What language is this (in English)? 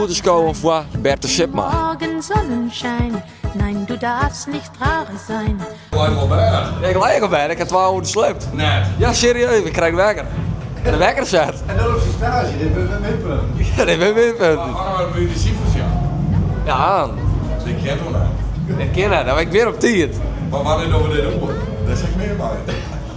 Western Frisian